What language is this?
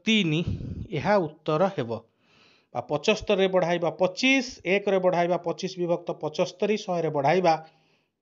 Odia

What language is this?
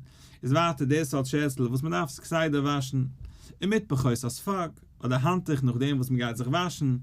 Yiddish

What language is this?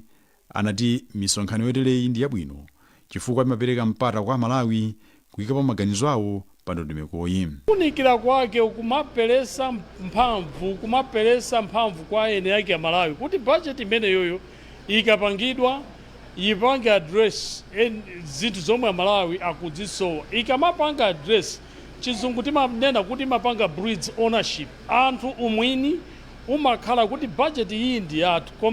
Nyanja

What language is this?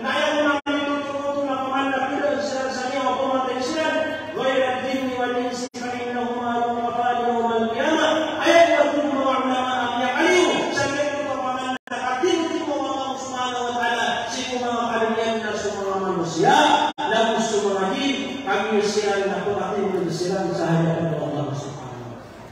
Maranao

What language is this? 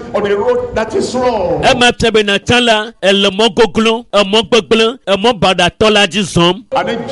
Ewe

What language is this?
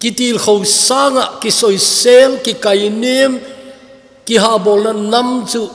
Thado Chin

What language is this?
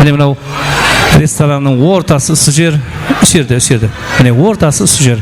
Kara-Kalpak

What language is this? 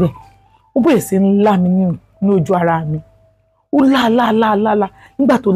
Yoruba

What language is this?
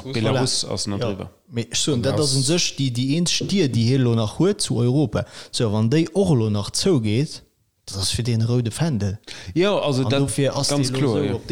Luxembourgish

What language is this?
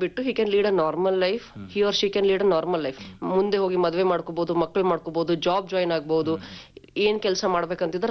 Kannada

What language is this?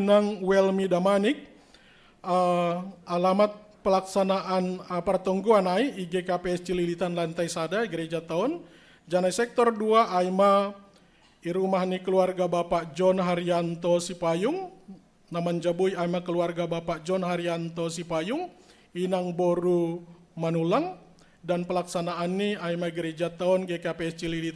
Batak Simalungun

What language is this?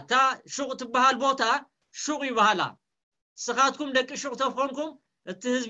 Tigrinya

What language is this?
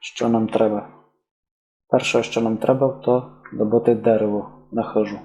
Rusyn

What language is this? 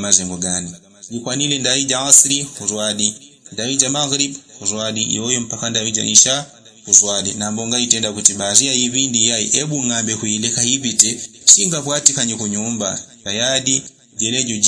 Yao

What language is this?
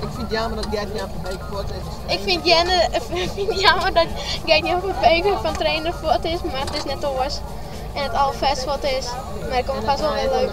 Western Frisian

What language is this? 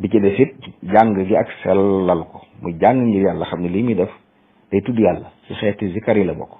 Wolof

